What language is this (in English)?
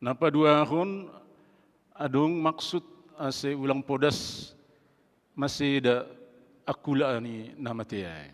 Batak Simalungun